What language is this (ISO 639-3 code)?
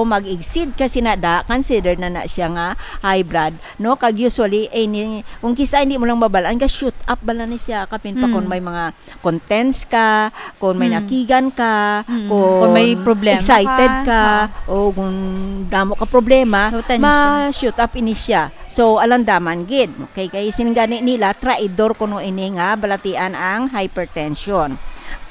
hil